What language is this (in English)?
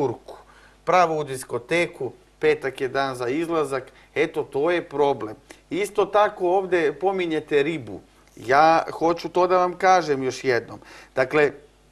Serbian